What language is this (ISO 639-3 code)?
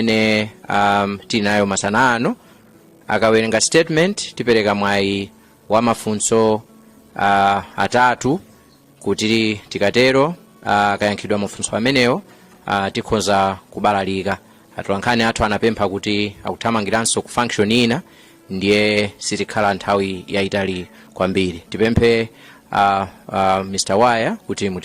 nya